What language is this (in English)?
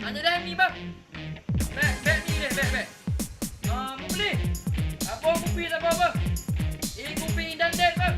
Achinese